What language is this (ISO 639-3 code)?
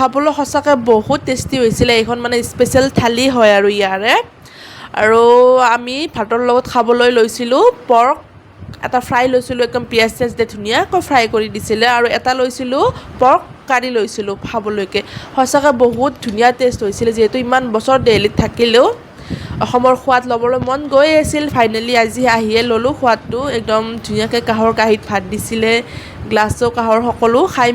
asm